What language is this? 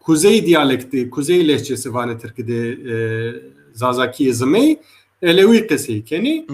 Zaza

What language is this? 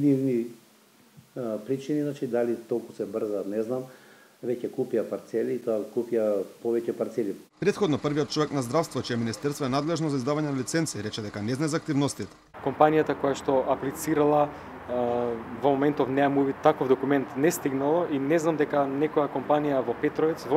Macedonian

